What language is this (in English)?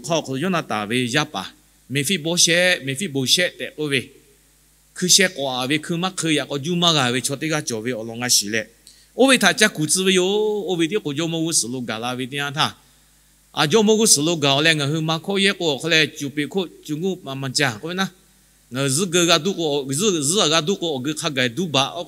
Lahu